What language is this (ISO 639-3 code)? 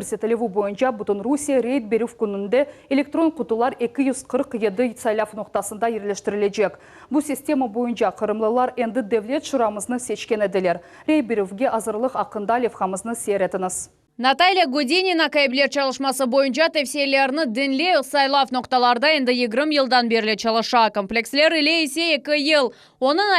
crh